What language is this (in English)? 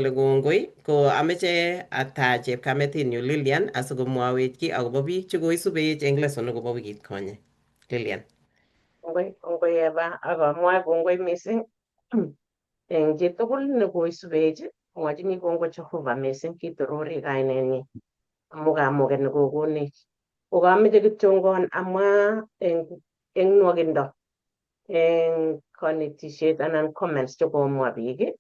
Kalenjin